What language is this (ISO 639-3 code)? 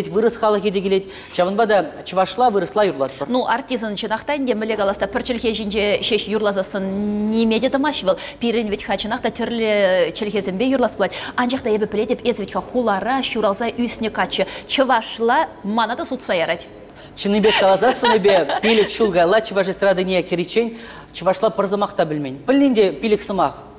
chv